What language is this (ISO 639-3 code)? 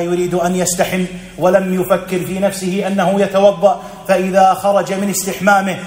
ara